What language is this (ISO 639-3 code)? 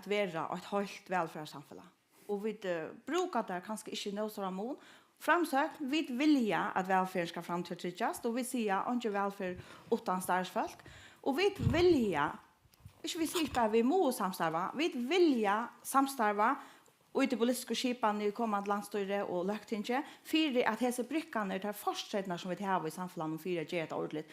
fao